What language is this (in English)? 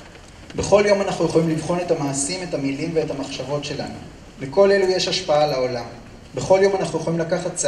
Hebrew